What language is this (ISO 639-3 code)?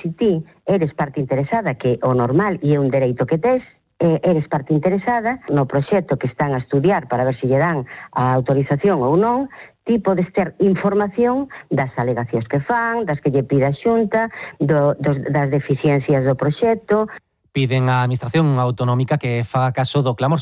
glg